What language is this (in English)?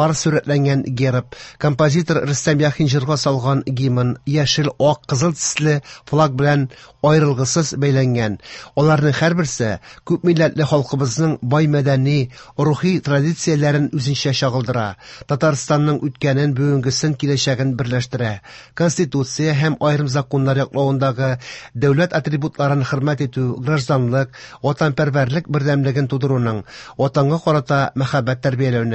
Tatar